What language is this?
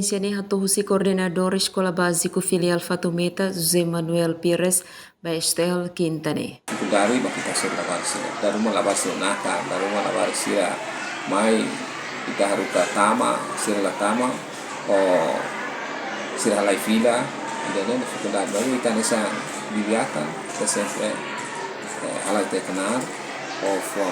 Tetum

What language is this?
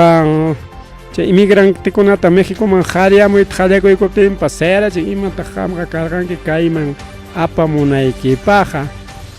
Ayacucho Quechua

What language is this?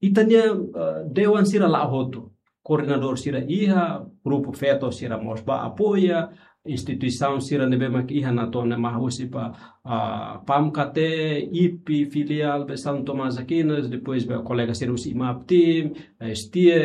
Tetum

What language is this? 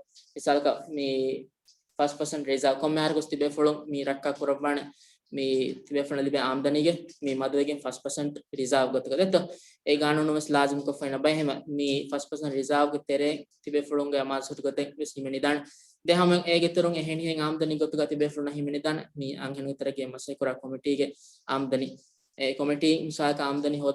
Divehi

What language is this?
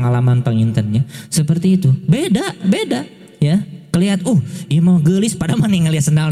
Indonesian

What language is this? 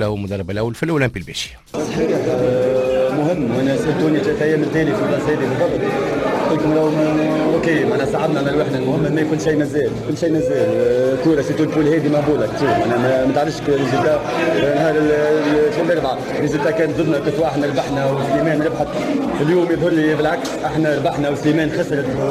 Tunisian Arabic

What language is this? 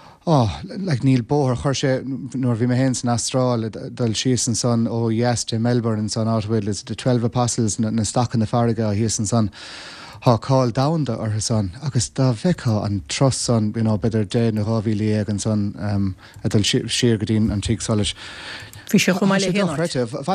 Irish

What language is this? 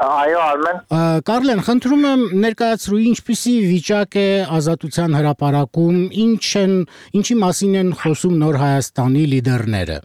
Armenian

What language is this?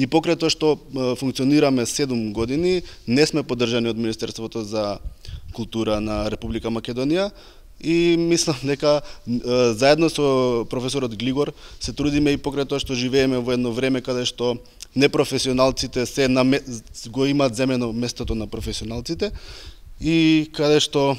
Macedonian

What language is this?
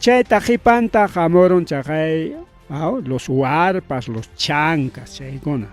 Ayacucho Quechua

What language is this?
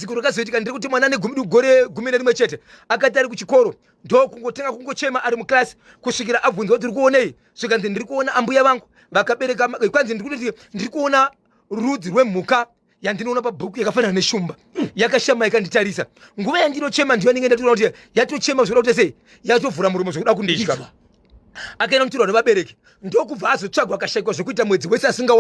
Shona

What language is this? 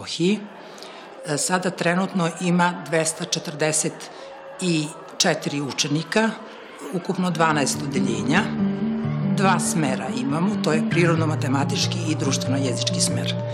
Serbian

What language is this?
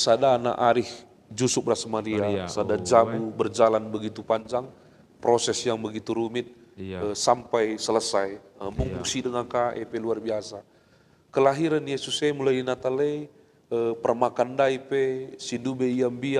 Batak Karo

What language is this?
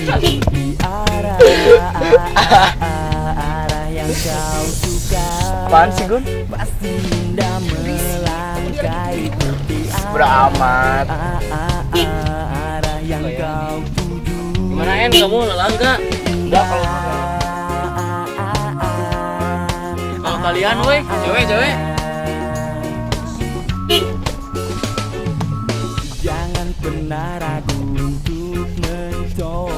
Indonesian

